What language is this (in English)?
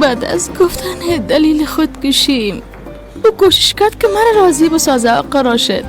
Persian